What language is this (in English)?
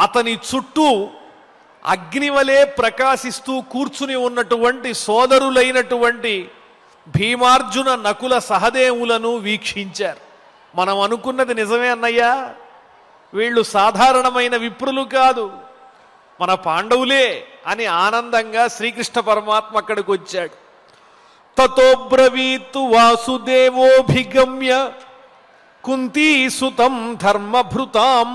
Telugu